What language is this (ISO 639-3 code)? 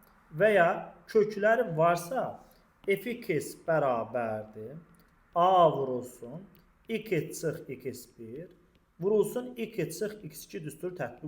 aze